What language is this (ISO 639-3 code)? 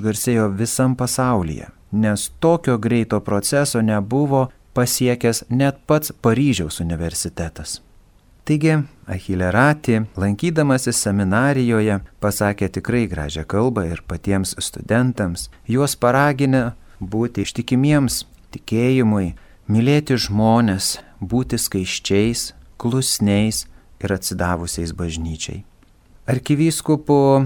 lit